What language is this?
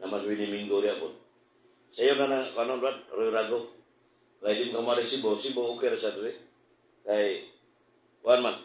Cebuano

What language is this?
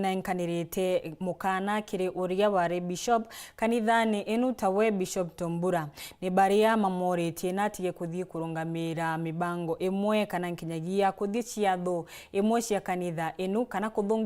Meru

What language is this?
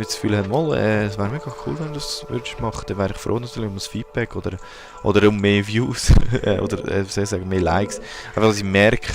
Swiss German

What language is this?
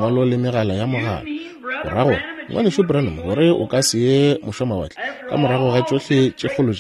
Northern Sotho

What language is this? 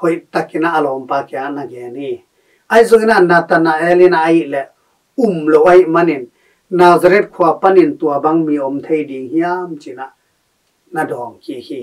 Tedim Chin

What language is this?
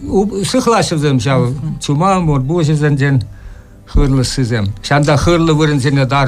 Chuvash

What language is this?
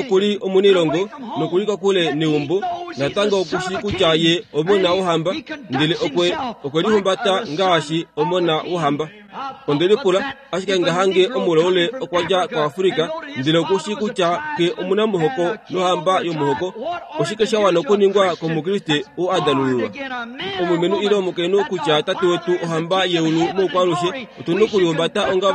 Kuanyama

